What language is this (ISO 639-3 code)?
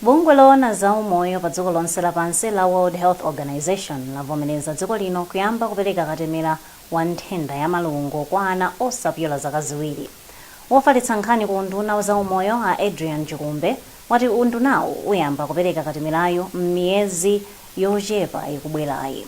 nya